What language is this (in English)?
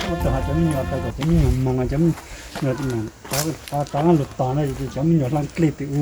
Hmong